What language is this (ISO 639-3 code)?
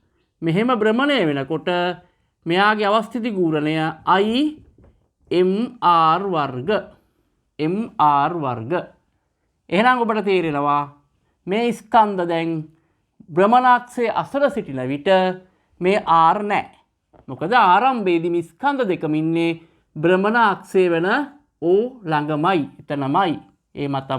sin